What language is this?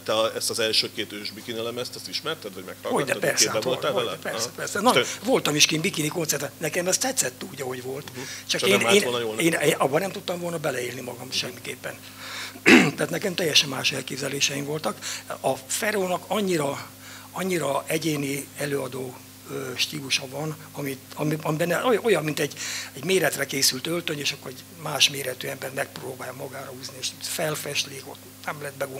Hungarian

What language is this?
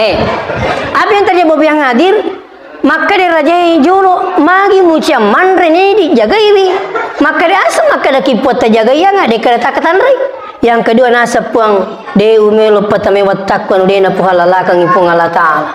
Buginese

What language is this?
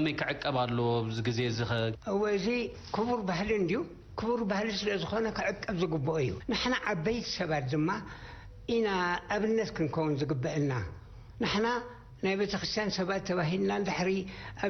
Tigrinya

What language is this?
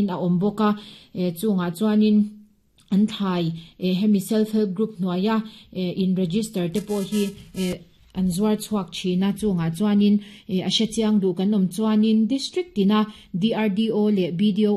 Mizo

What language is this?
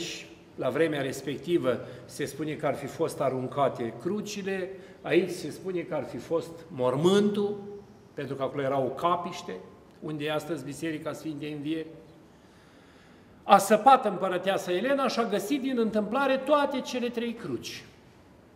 Romanian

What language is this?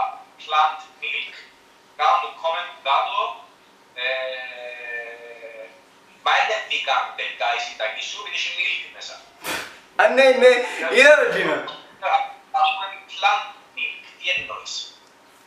Greek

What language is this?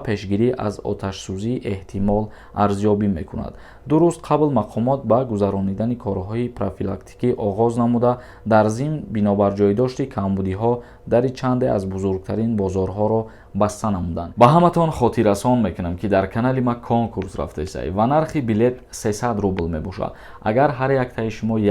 Tajik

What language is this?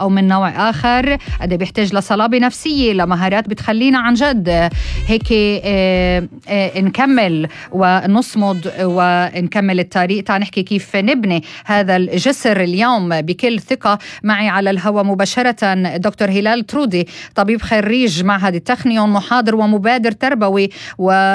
North Levantine Arabic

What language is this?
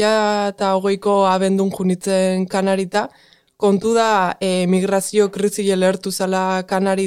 Basque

